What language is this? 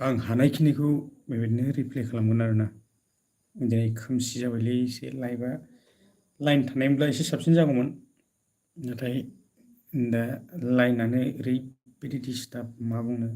Bodo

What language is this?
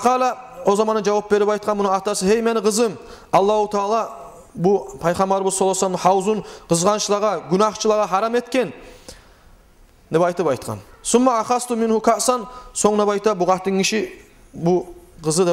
Kumyk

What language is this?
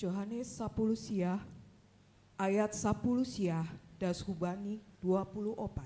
Batak Simalungun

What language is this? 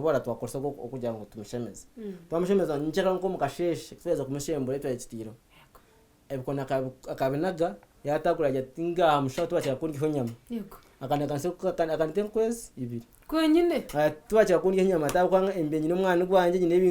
Nyankole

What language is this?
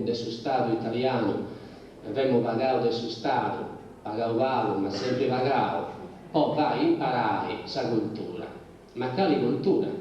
Sardinian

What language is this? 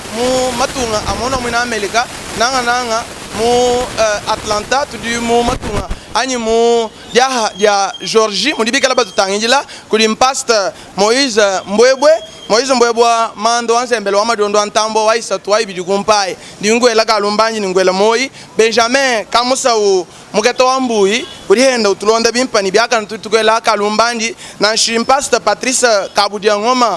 Luba-Lulua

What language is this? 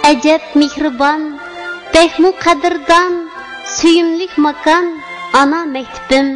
Uyghur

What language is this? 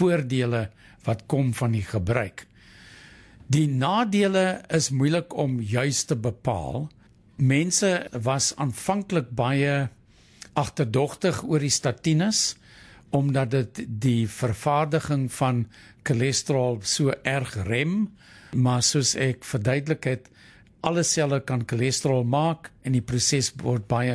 Afrikaans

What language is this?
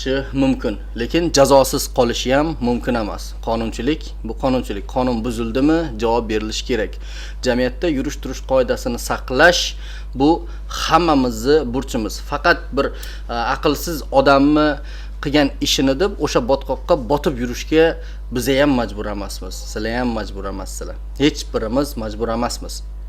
Uzbek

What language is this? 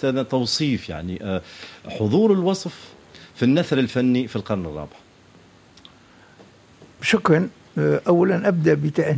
Tunisian Arabic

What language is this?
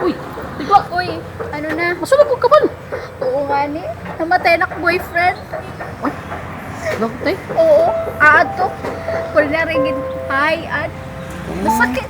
Waray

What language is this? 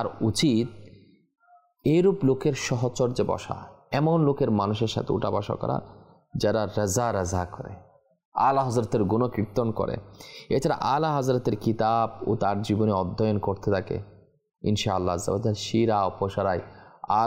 Bangla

